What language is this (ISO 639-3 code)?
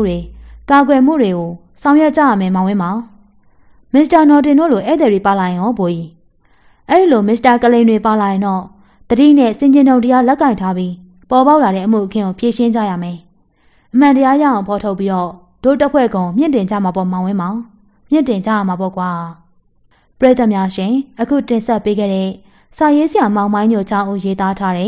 mya